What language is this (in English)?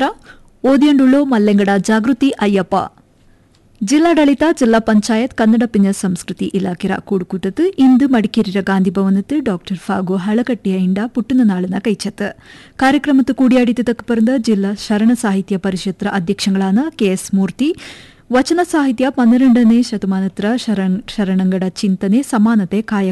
Kannada